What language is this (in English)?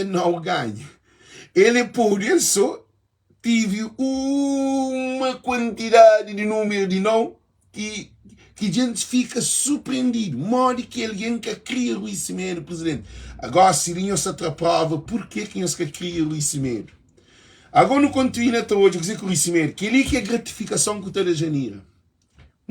Kabuverdianu